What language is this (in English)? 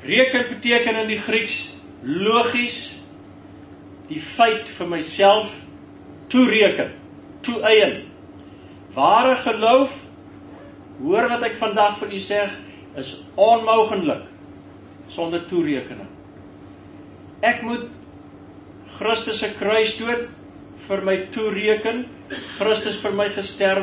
Afrikaans